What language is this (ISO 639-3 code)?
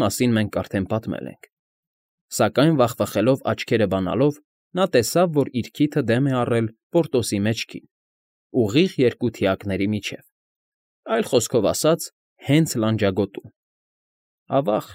hye